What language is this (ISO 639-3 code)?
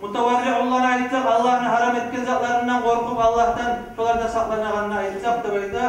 kum